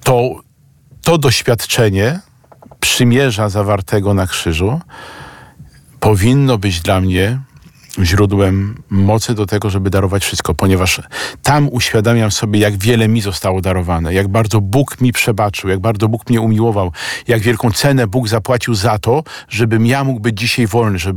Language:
Polish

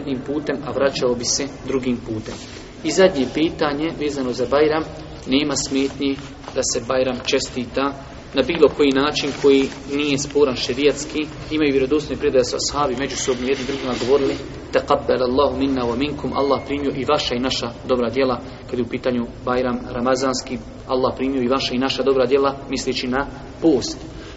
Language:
Bosnian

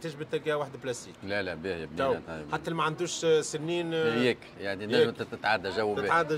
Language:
Tunisian Arabic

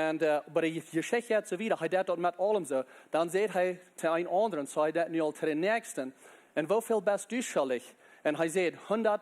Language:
Plautdietsch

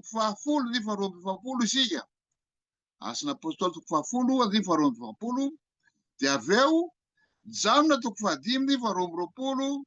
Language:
Malagasy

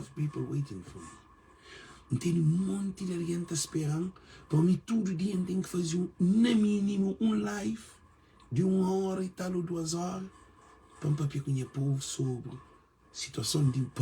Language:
Kabuverdianu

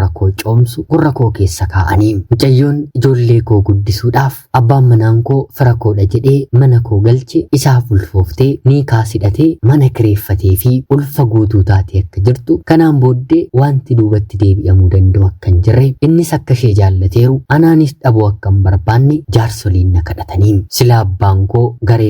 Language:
Oromo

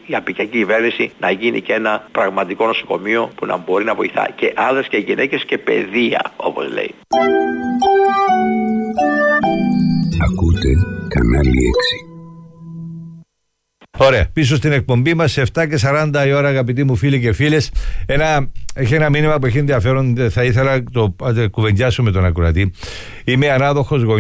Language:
Greek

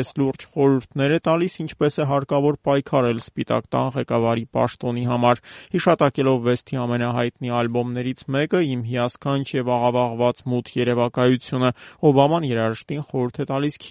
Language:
Armenian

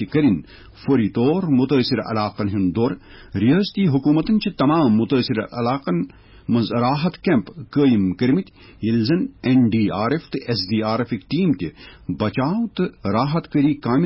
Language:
Kashmiri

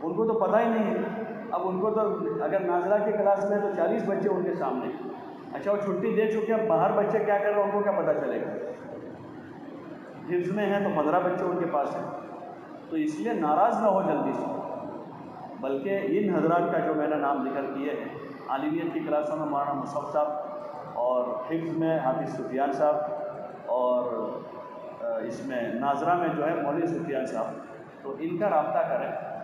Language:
Urdu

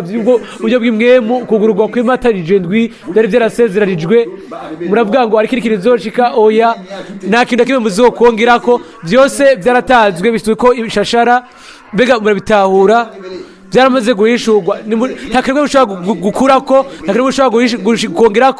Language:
Rundi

